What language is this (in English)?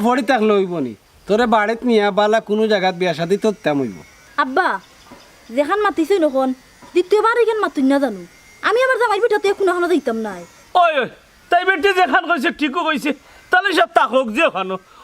Sylheti